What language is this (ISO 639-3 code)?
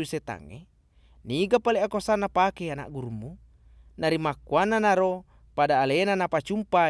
bug